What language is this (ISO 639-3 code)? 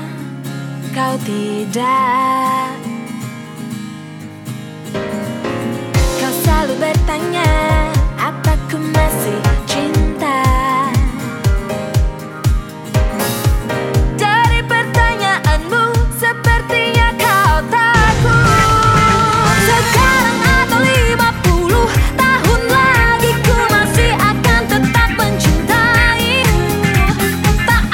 ind